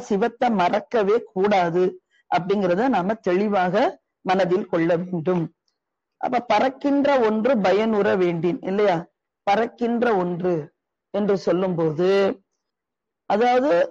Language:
Tamil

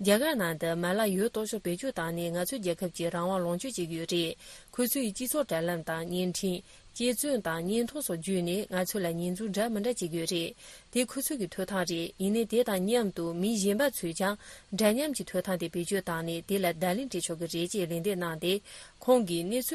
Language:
Tibetan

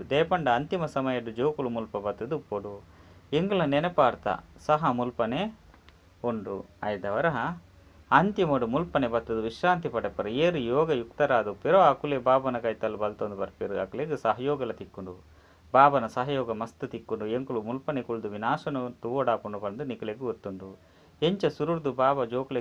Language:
Tulu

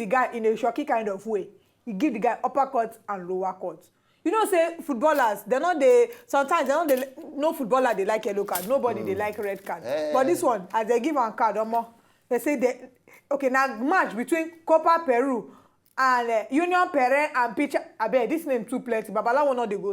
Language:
Nigerian Pidgin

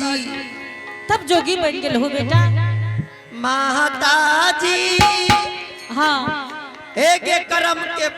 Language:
Angika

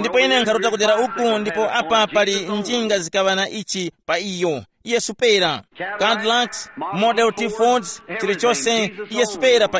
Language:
Tumbuka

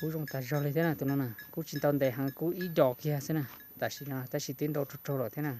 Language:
Hmong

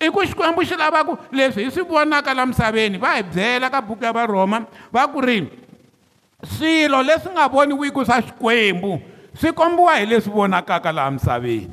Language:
Tsonga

